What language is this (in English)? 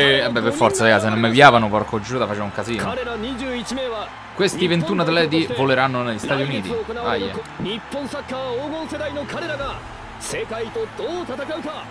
Italian